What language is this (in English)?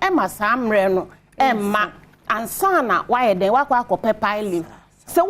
Akan